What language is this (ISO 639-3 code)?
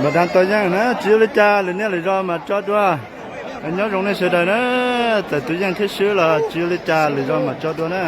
hmn